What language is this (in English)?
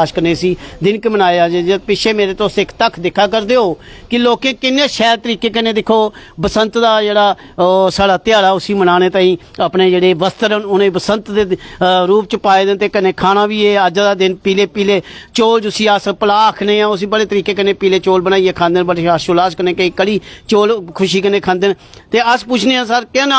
Dogri